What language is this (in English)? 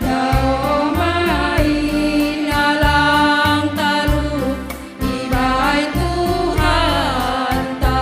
Batak Simalungun